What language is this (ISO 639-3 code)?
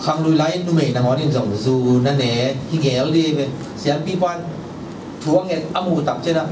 ctd